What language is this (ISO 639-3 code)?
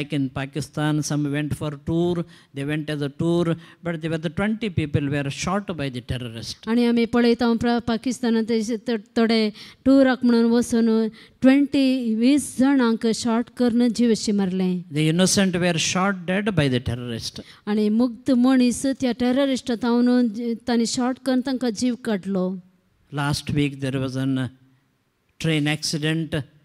kok